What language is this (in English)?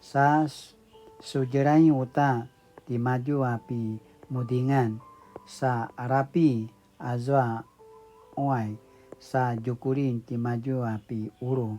Paiwan